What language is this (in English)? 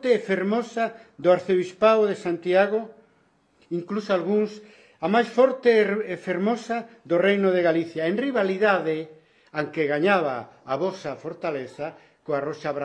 Galician